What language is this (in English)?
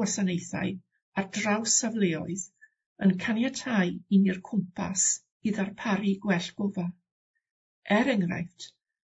Welsh